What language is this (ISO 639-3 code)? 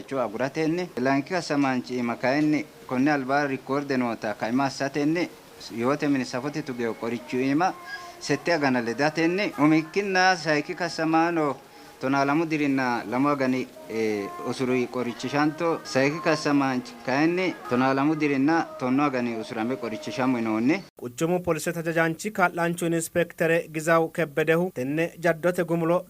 sid